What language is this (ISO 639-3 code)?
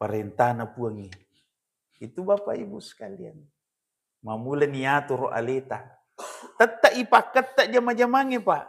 bug